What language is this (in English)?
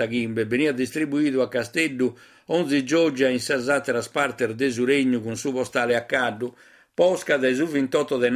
Sardinian